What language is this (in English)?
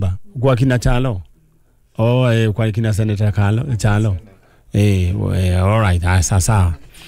Kikuyu